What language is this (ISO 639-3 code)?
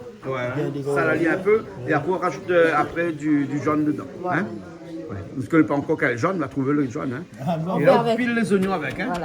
rcf